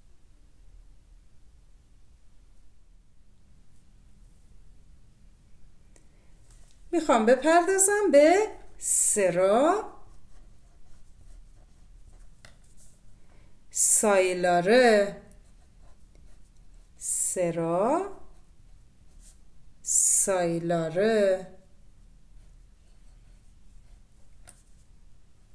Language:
Persian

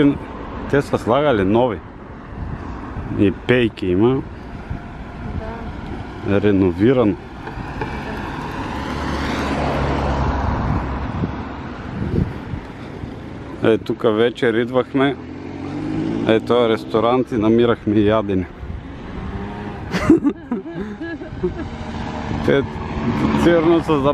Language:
Bulgarian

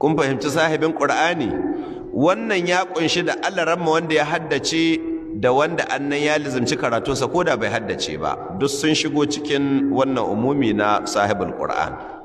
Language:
Hausa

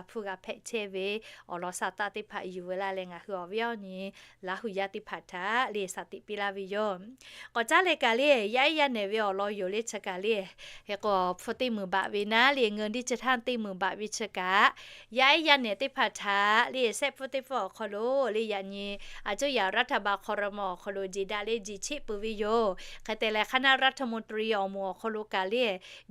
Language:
Lahu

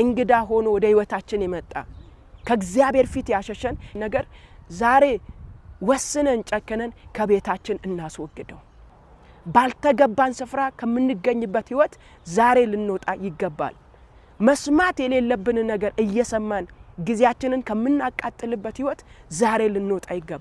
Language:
Amharic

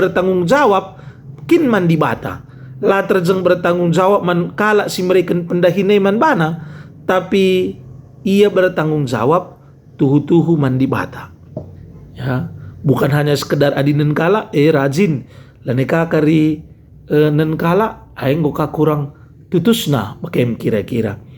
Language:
Batak Karo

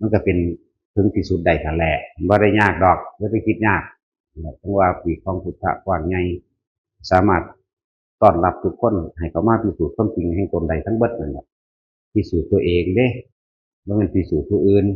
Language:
Northeastern Thai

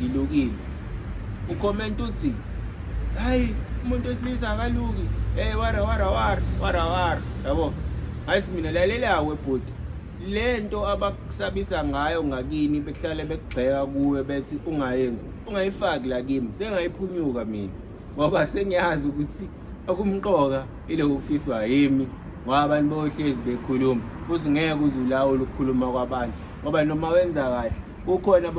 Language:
Zulu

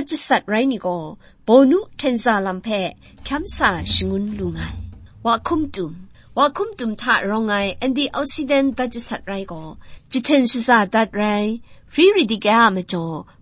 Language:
Kachin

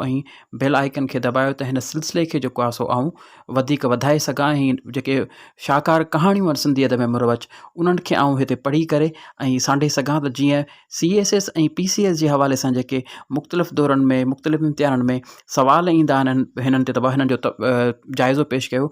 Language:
Sindhi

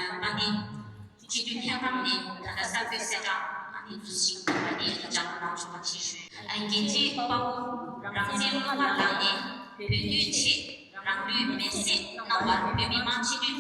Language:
Tibetan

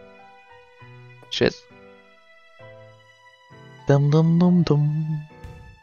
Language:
German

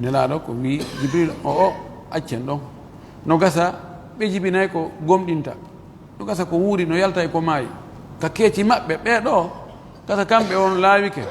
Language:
Fula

